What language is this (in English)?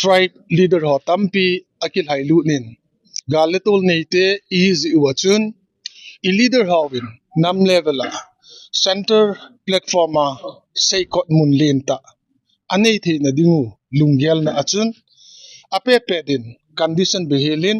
Thado Chin